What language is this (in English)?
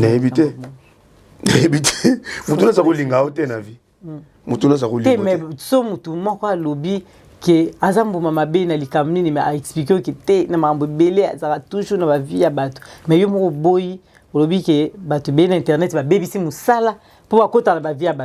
Lingala